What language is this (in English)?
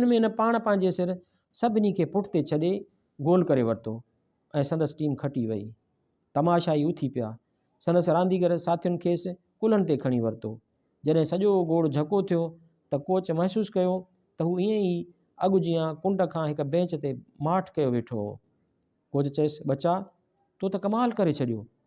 Sindhi